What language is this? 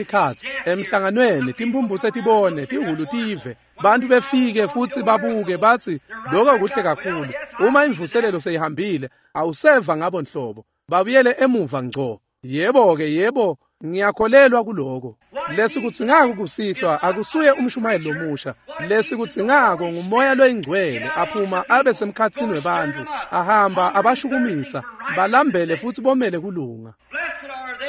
Swati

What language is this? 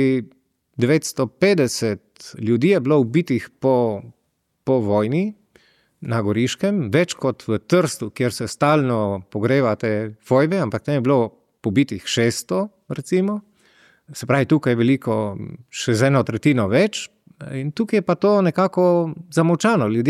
Slovenian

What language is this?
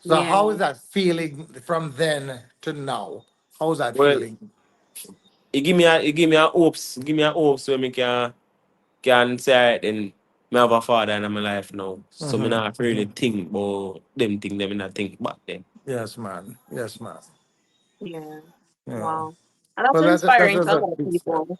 Jamaican Creole English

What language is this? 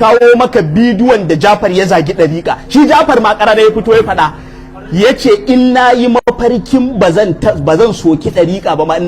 Hausa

